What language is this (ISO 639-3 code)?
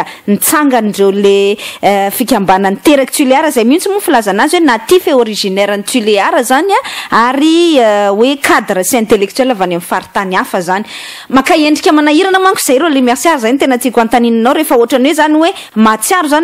mlg